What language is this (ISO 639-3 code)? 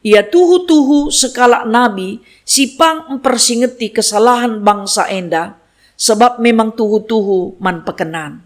btx